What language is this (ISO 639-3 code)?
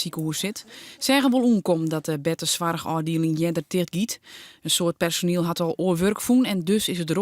fry